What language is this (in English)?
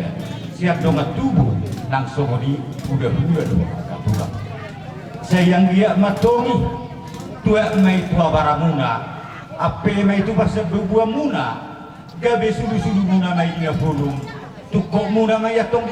Batak Toba